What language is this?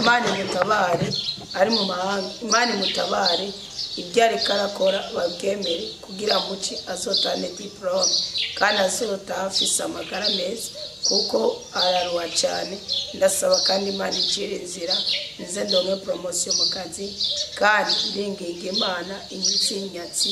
Rundi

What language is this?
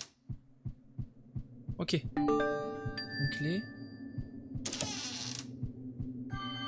French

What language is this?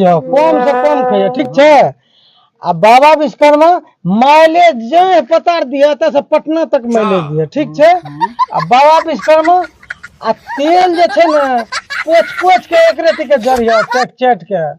Maithili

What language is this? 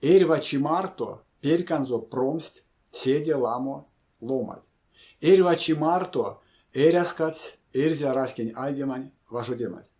Erzya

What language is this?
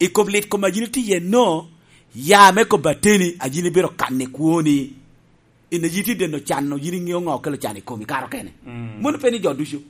Lango (Uganda)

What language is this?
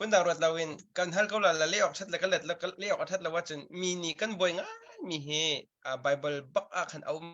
Hakha Chin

